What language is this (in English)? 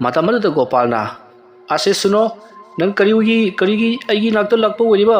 Manipuri